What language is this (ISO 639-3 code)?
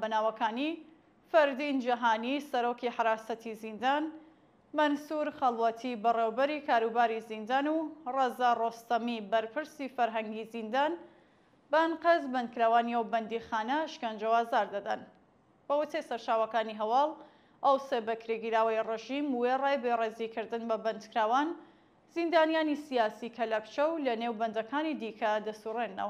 ckb